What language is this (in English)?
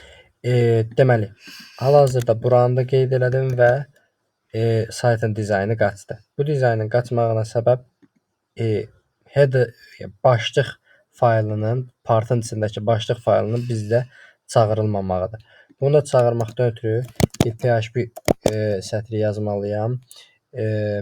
Azerbaijani